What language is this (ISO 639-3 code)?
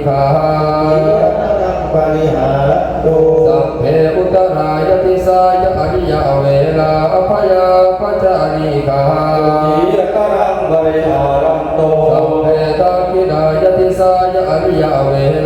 pli